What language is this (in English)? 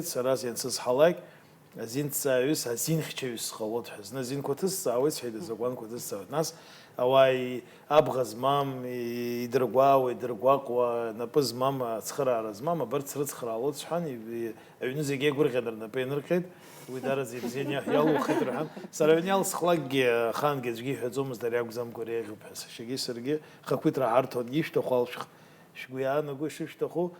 Abkhazian